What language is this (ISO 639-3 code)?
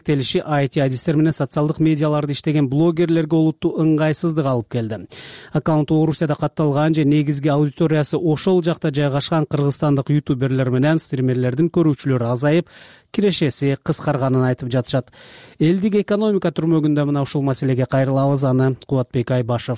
kir